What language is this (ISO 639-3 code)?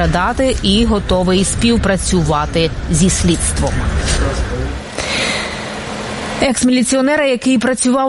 ukr